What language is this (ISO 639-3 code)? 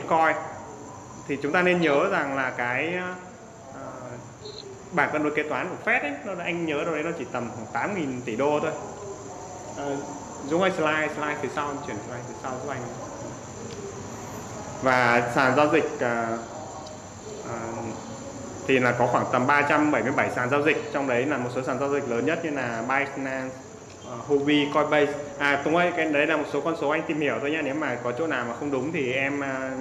vie